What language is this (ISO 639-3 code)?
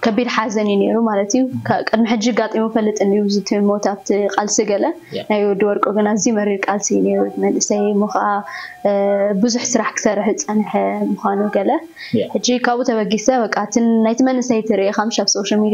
tir